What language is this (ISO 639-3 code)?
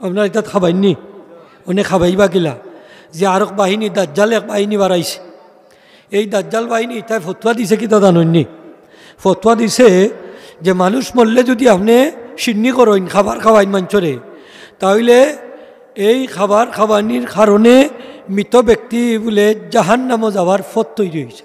syl